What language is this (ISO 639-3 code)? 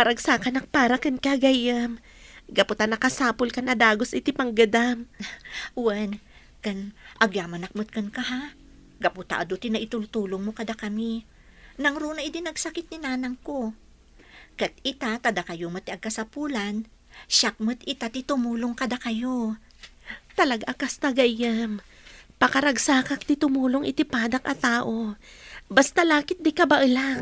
ilo